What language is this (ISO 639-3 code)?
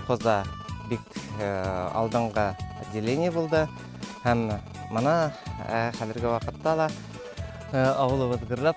bak